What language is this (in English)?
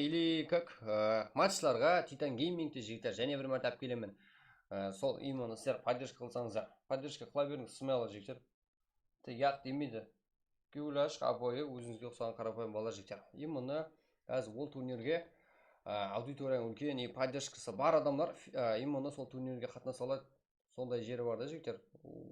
Kara-Kalpak